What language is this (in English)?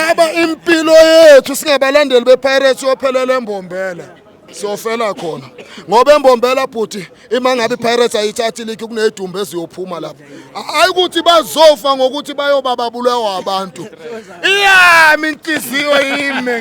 Zulu